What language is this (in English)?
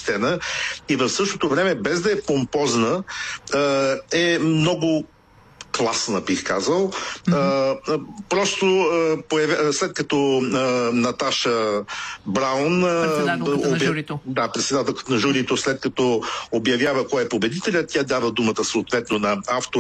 Bulgarian